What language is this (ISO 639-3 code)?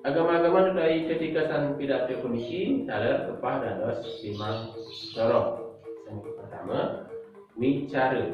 ban